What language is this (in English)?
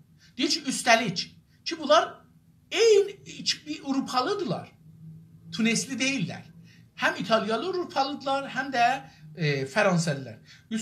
South Azerbaijani